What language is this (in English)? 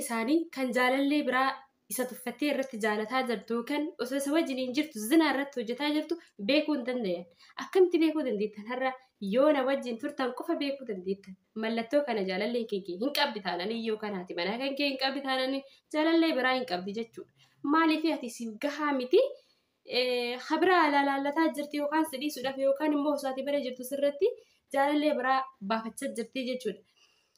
Oromo